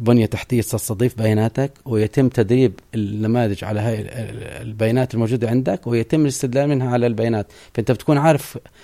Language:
North Levantine Arabic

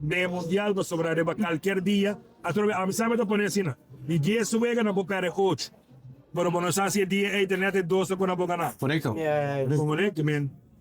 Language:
Papiamento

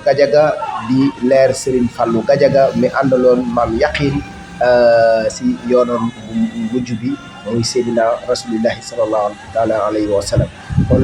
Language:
Wolof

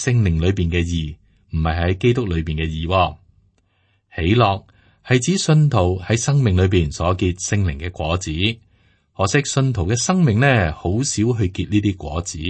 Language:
Cantonese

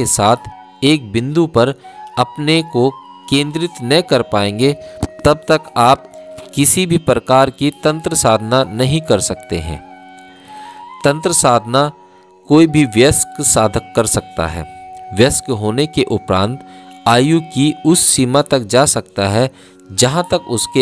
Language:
Hindi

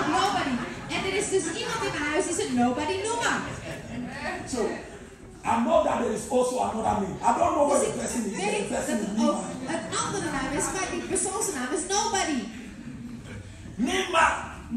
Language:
Dutch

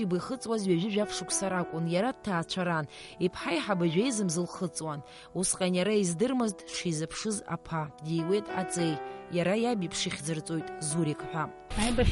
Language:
Abkhazian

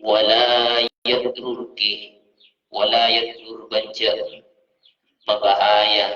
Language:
Madurese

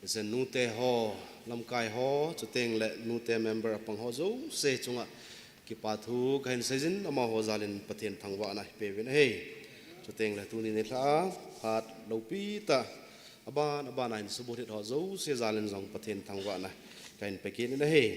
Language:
Thado Chin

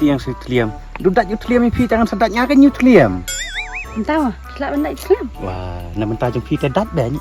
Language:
Khasi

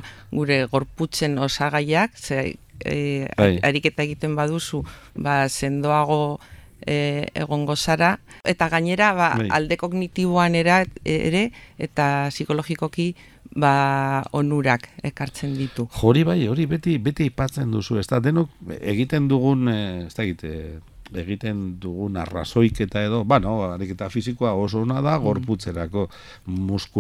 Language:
Basque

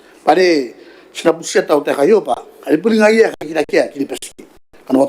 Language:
Gilbertese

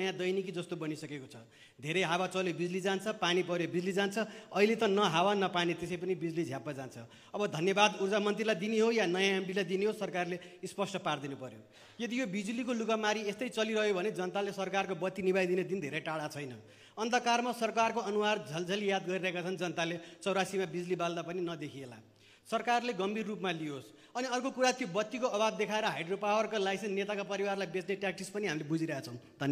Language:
Nepali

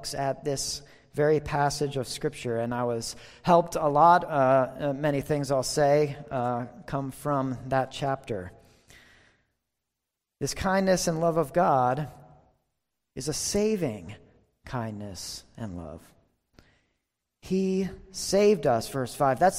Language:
English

